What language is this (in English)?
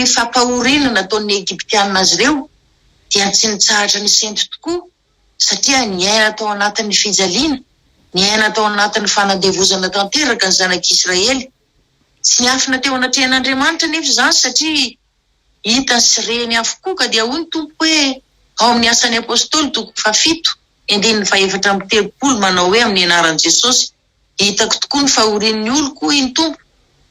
Malagasy